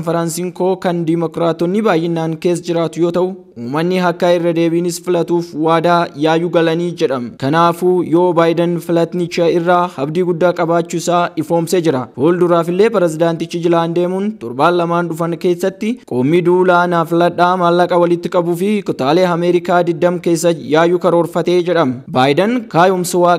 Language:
Oromo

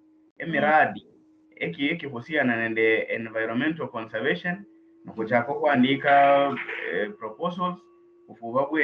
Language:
Luyia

